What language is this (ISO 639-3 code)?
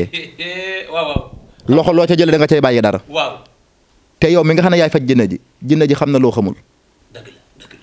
wol